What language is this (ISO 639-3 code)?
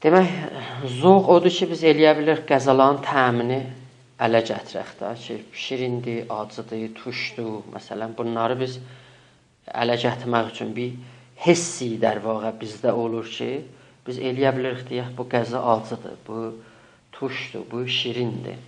azb